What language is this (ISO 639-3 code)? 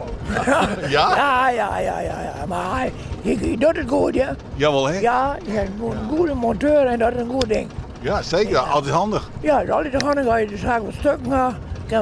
fry